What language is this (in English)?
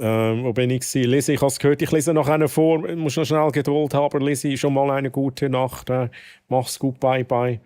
Swiss German